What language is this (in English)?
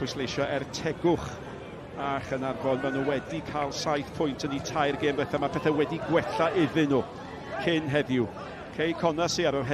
Welsh